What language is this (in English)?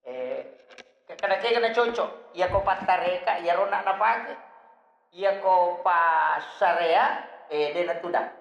Buginese